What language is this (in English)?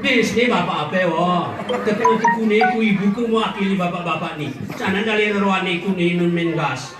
Gayo